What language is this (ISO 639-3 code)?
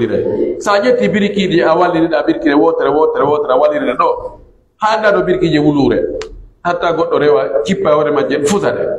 fuf